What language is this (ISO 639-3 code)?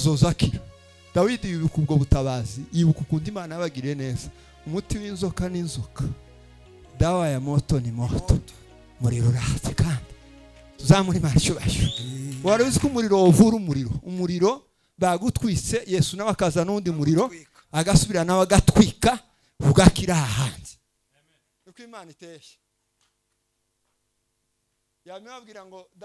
kin